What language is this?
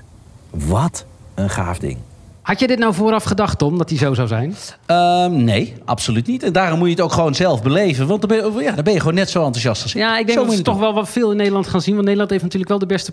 Dutch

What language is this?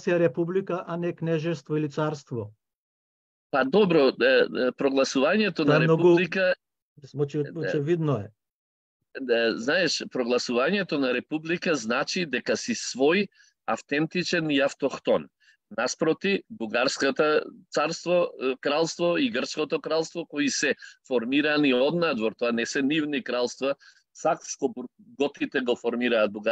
Macedonian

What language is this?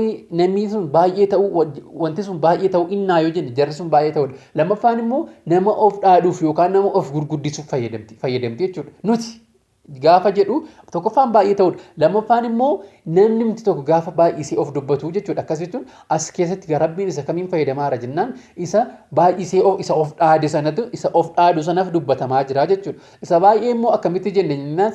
Oromo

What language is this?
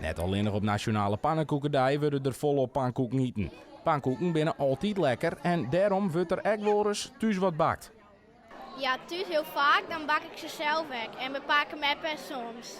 Western Frisian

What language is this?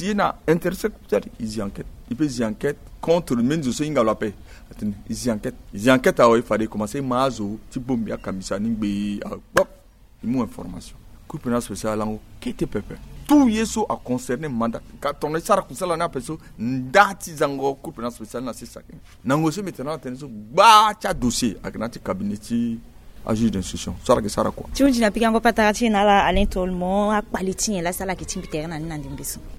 Sango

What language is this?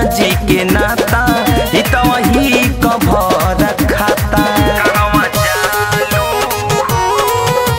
Bhojpuri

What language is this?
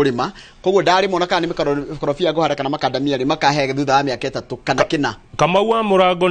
Kikuyu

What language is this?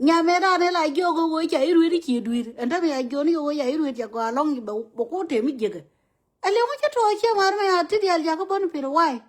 Nuer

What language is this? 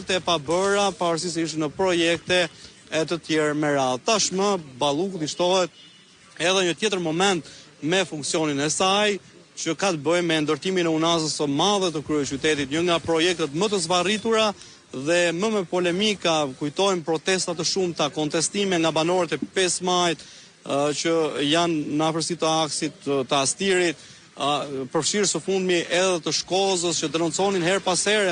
Albanian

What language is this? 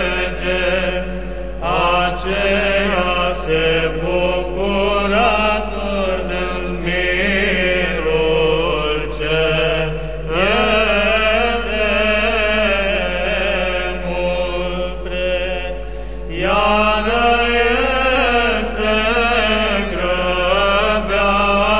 Romanian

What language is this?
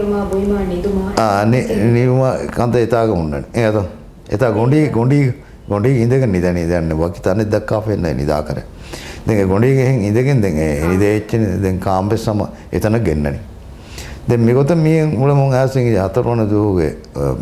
Divehi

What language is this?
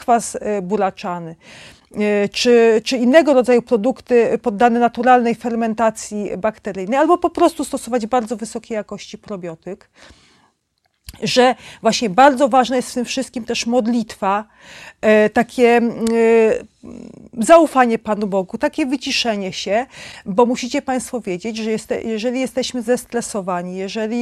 Polish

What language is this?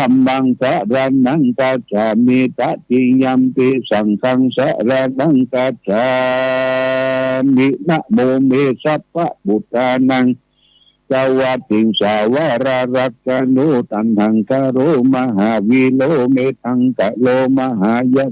Pali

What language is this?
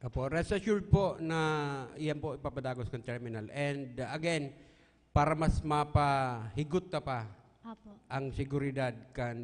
Bikol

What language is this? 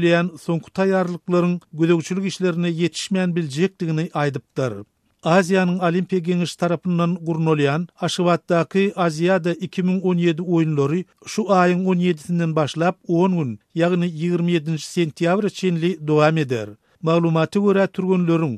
Turkmen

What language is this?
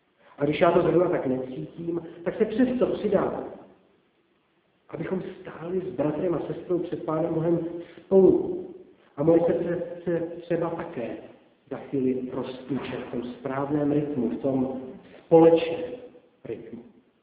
Czech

